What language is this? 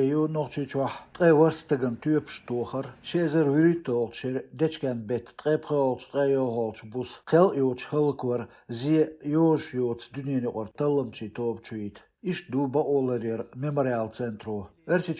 Chechen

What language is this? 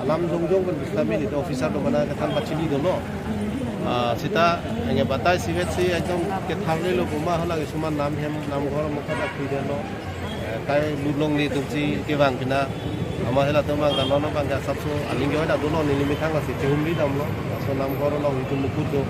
Karbi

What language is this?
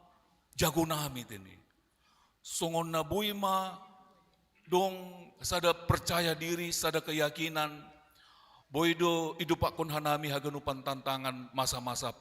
Batak Simalungun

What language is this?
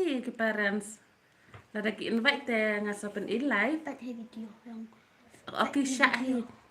Khasi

